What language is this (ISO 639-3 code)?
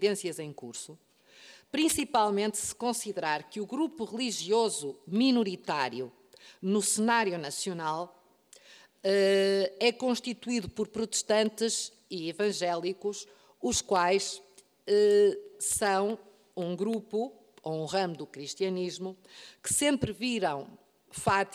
por